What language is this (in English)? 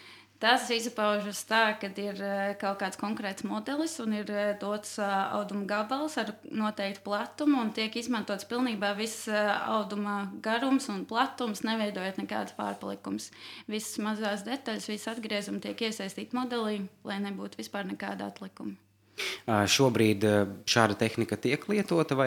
Latvian